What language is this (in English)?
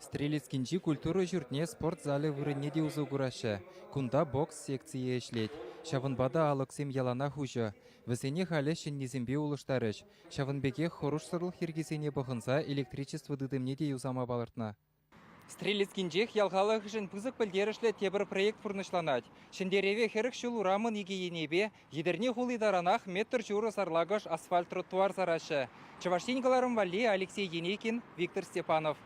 Chuvash